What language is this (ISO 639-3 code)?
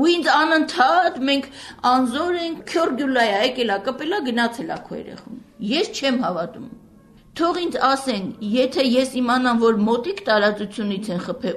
hye